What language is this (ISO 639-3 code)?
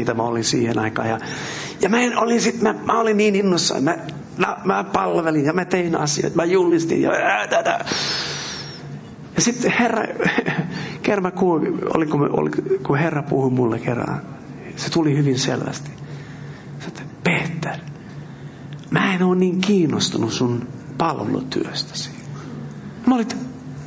fin